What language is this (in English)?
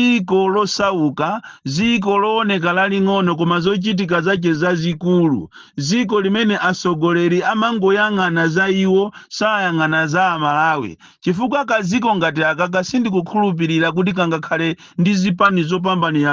Nyanja